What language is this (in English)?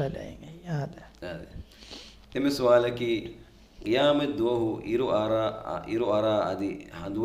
Divehi